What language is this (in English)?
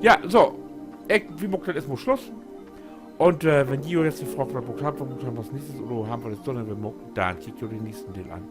Low German